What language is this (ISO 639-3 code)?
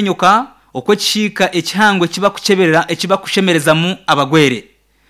nyn